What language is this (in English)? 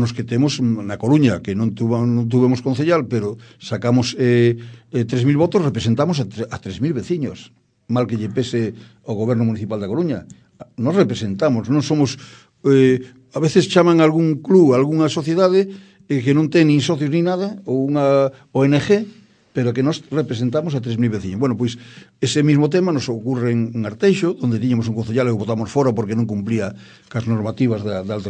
Galician